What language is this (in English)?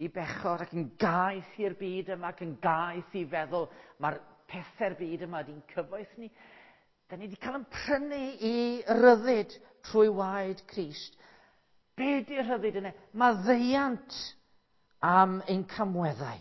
Welsh